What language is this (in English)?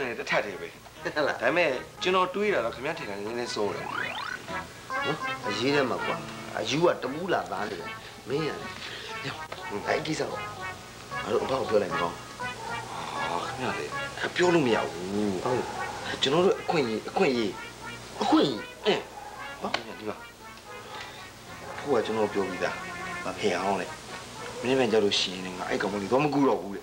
Burmese